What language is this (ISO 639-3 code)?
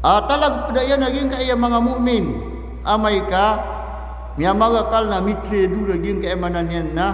mrw